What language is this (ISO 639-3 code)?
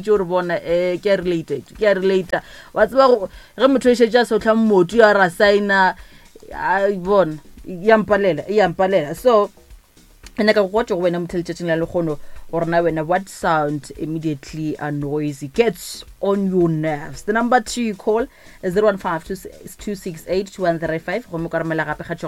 nso